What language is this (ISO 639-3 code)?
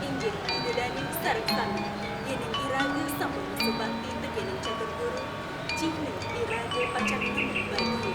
ban